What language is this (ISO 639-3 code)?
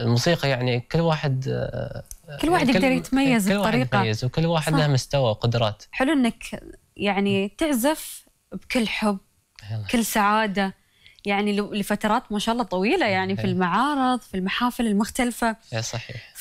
afb